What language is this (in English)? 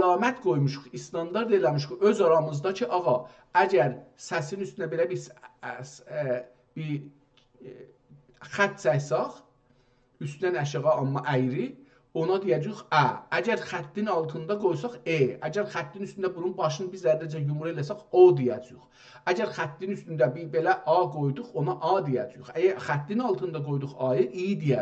South Azerbaijani